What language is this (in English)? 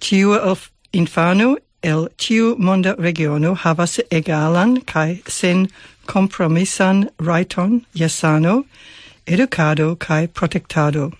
Esperanto